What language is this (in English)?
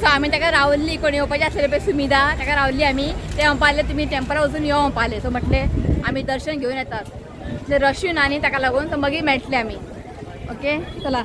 Konkani